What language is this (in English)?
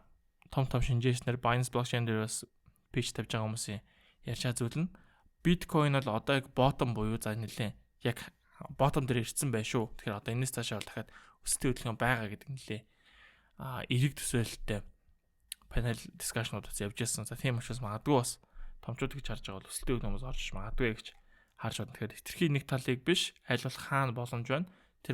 Mongolian